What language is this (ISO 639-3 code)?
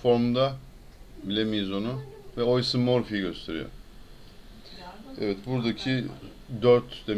tur